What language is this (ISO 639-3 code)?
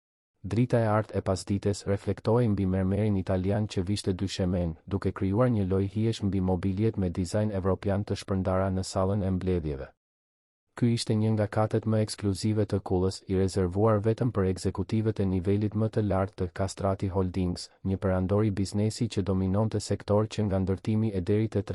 sqi